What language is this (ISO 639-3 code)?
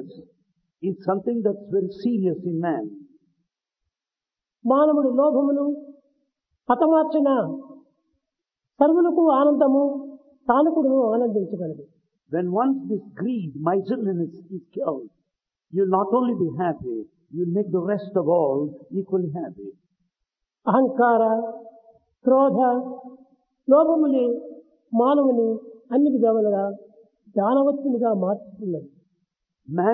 tel